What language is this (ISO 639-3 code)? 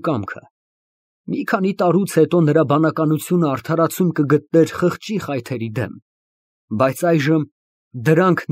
hye